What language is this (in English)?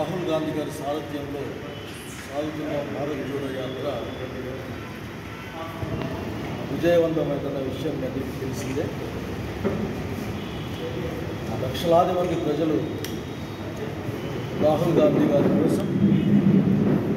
Telugu